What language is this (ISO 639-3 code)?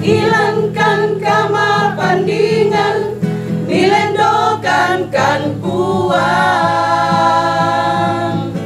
sda